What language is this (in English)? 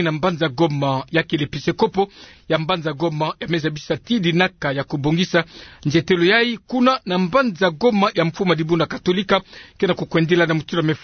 Kituba (Democratic Republic of Congo)